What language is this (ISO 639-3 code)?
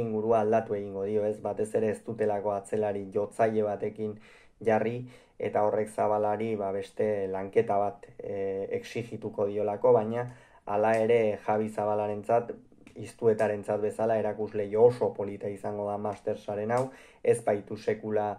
eus